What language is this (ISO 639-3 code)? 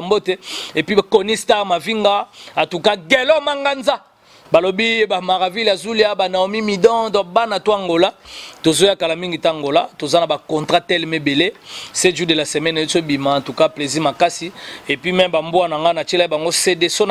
lin